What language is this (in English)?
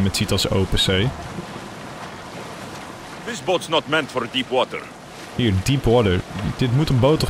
Dutch